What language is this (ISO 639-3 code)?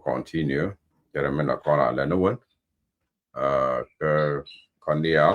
nus